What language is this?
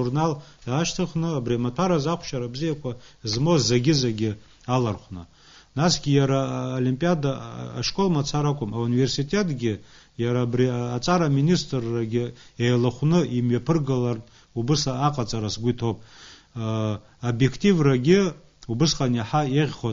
Abkhazian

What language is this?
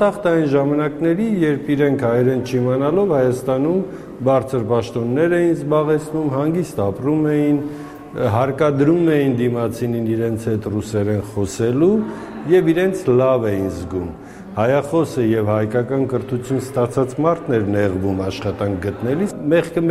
Armenian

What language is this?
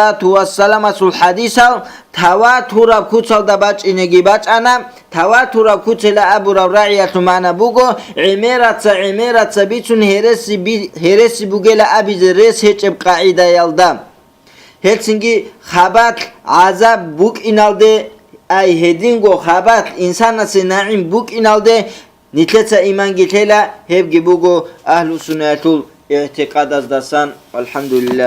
Avaric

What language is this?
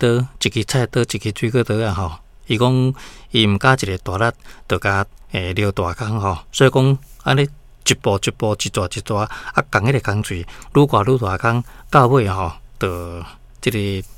Min Nan Chinese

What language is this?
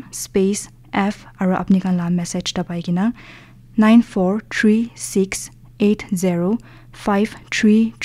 Naga Pidgin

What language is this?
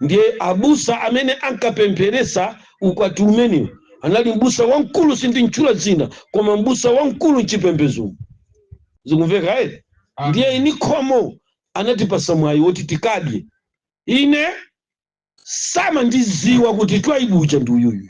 Nyanja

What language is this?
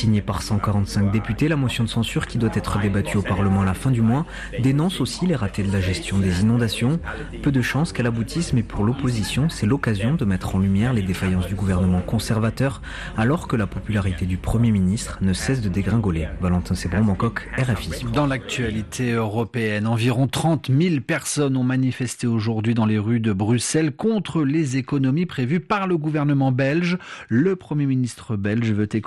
French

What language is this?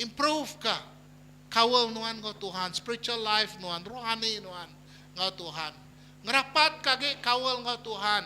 Iban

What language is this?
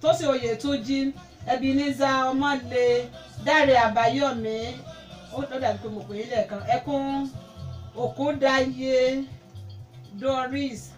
Yoruba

